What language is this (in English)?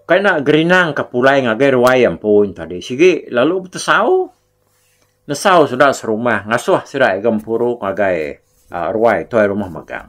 Iban